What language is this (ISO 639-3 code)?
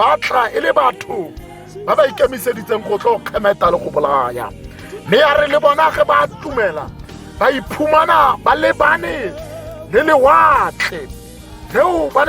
tsn